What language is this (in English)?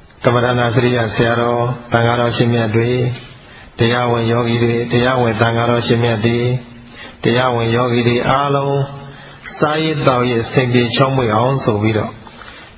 Burmese